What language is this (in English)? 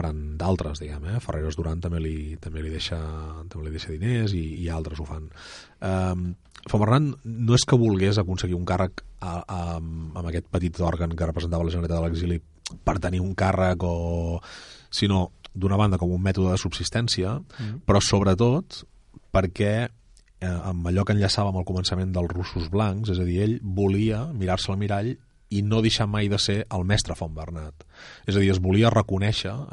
Catalan